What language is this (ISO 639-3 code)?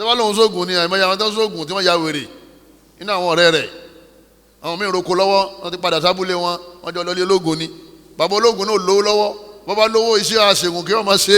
yor